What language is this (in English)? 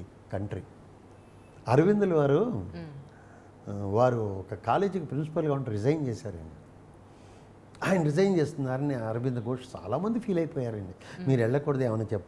Telugu